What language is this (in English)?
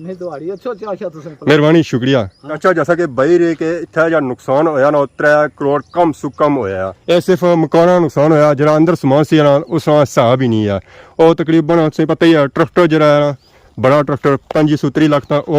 Pahari-Potwari